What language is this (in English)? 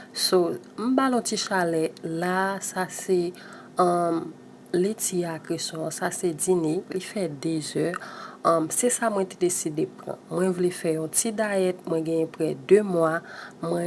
Haitian Creole